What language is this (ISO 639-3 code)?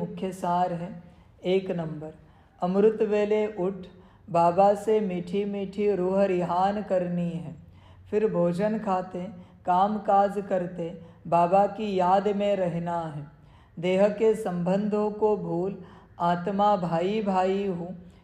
hin